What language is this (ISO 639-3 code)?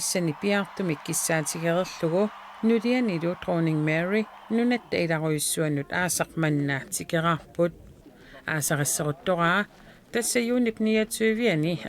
kal